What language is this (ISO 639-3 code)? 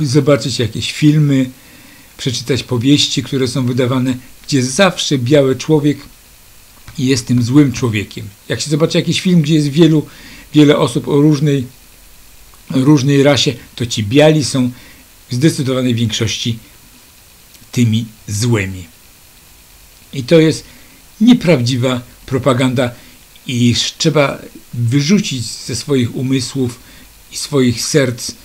pol